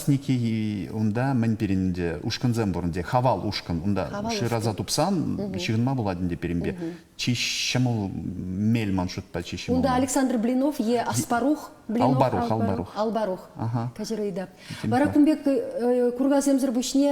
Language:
Chuvash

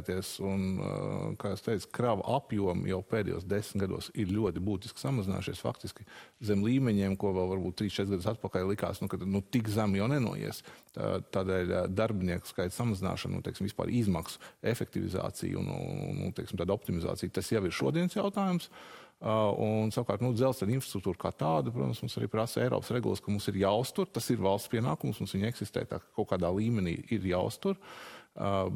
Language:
Latvian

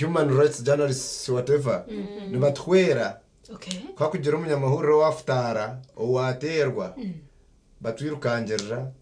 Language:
Nyankole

